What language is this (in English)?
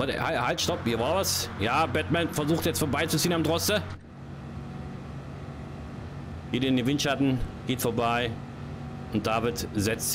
German